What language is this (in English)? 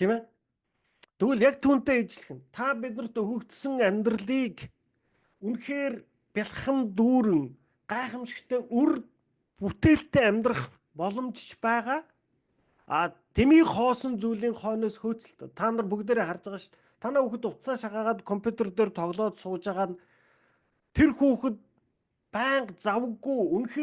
Mongolian